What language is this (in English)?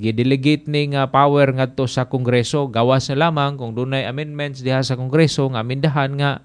Cebuano